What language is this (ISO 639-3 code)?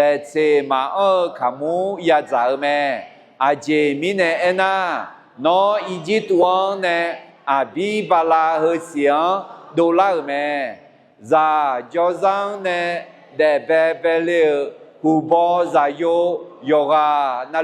ahk